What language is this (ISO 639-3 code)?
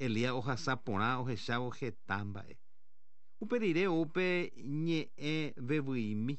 grn